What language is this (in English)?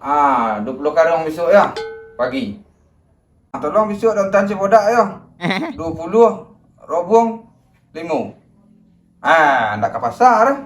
Minangkabau